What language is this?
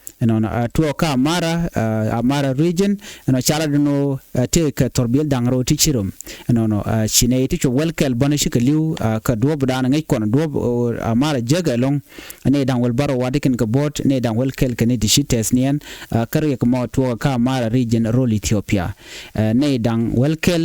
Nuer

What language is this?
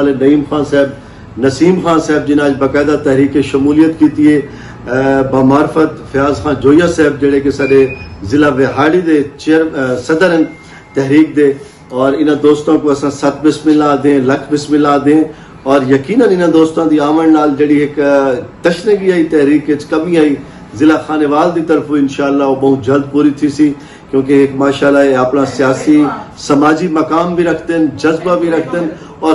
Saraiki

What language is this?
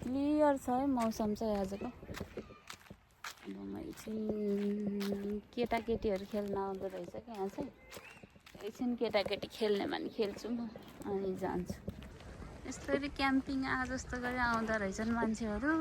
Nepali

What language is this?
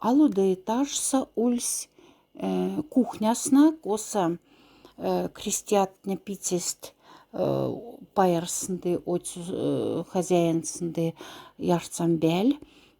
Moksha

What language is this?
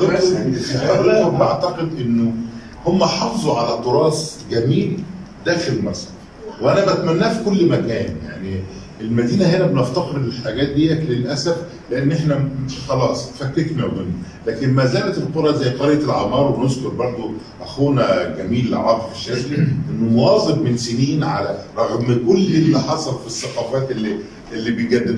Egyptian Arabic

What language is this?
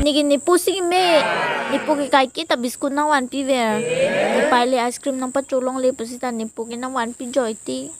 Karbi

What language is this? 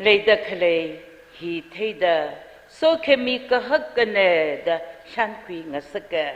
Tangkhul Naga (India)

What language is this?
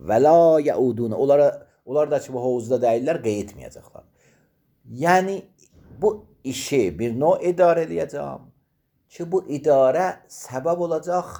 Azerbaijani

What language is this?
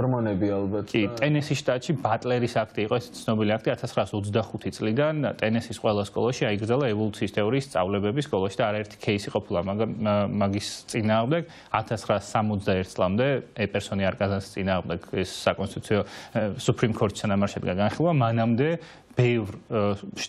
Georgian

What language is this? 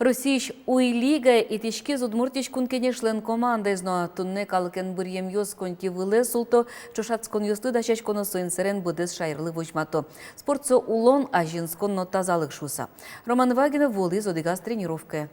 Udmurt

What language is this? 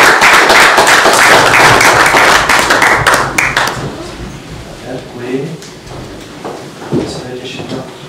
Czech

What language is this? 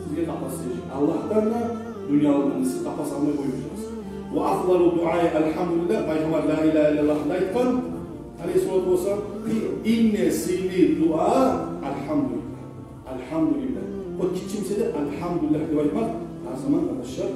Kumyk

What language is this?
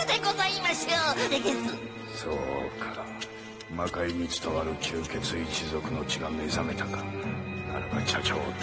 Japanese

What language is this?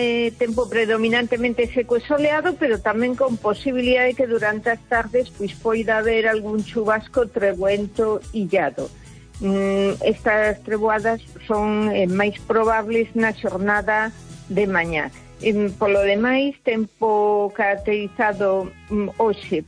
Galician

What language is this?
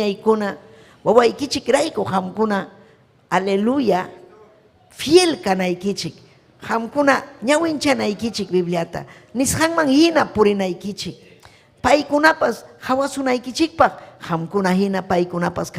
Ayacucho Quechua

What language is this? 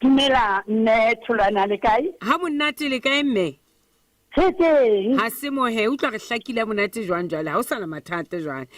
Southern Sotho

